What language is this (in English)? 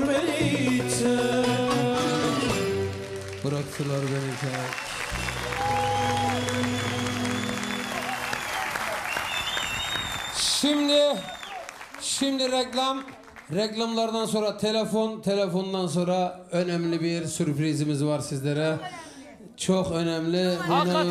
Turkish